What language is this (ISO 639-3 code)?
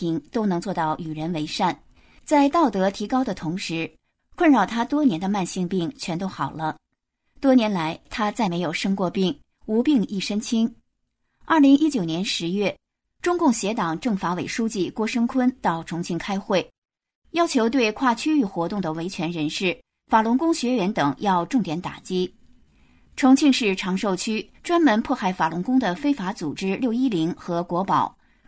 zho